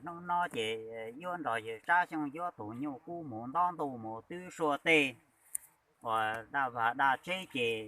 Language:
Hmong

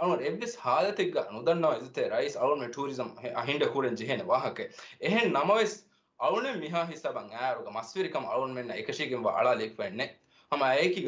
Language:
Divehi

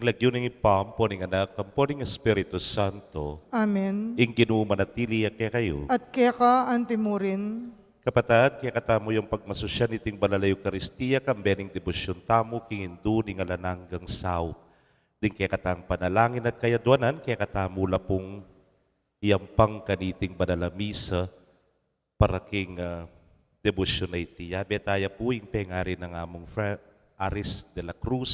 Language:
Pampanga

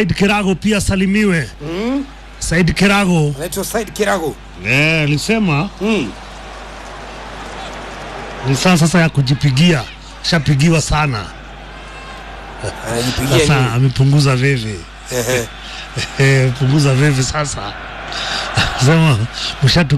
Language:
Swahili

